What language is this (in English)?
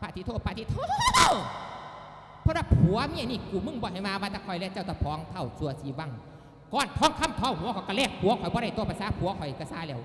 Lao